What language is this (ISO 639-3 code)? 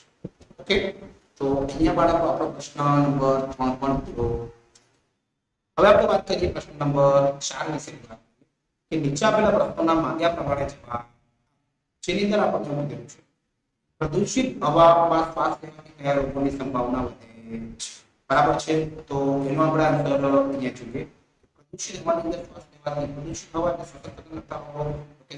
guj